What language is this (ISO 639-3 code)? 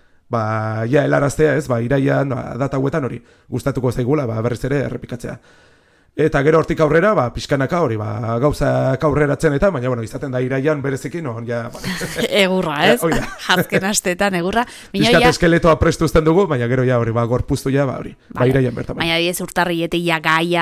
eus